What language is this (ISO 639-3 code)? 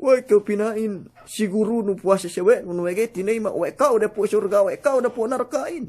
yka